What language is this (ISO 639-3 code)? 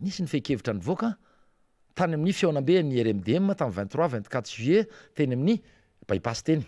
mlg